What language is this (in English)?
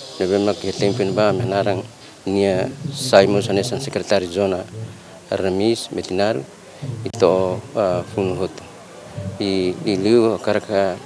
Tetum